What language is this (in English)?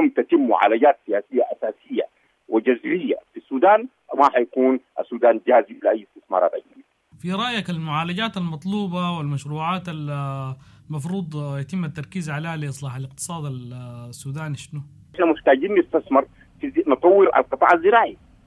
Sudanese Arabic